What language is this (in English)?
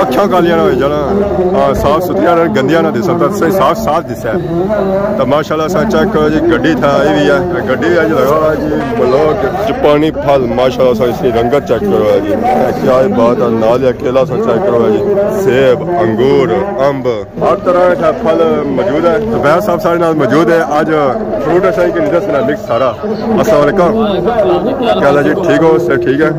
Pahari-Potwari